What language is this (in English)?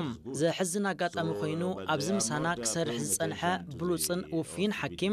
Tigrinya